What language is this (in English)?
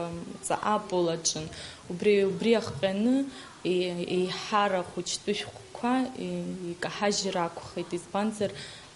Abkhazian